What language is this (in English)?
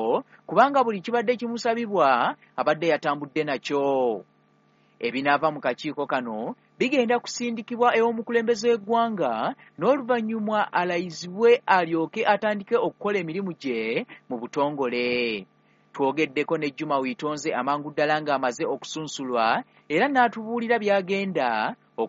Ganda